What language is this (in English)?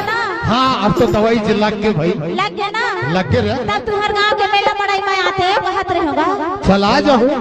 Chhattisgarhi